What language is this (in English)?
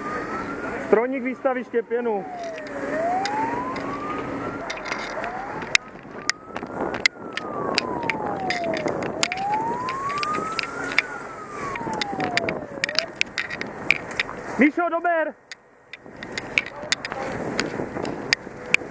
Czech